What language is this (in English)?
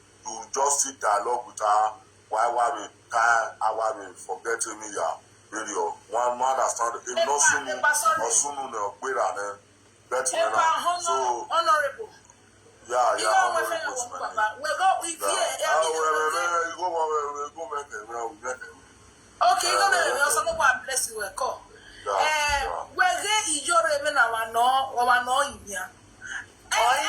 Nigerian Pidgin